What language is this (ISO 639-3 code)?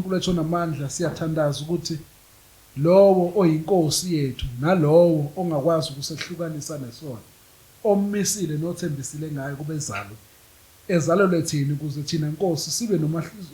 zul